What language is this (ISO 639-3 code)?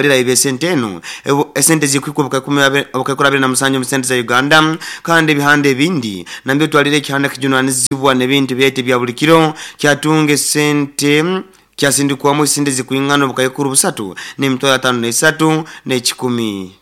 nyo